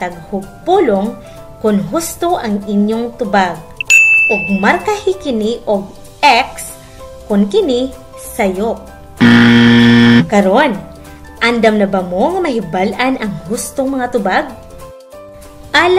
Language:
Cebuano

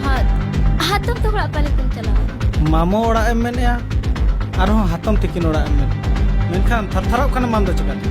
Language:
Santali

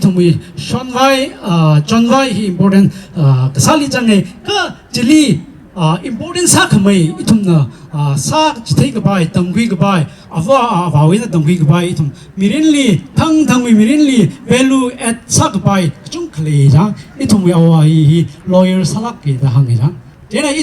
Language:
Tangkhul Naga (India)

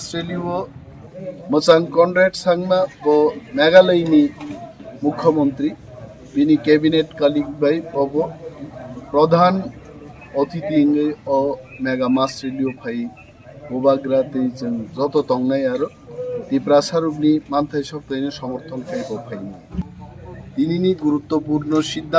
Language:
Kok Borok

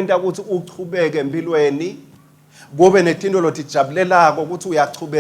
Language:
Swati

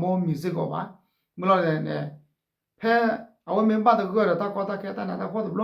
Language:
S'gaw Karen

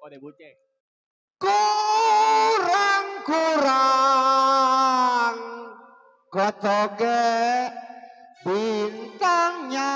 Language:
Betawi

